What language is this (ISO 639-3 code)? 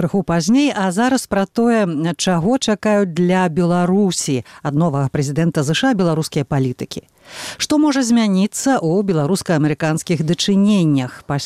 bel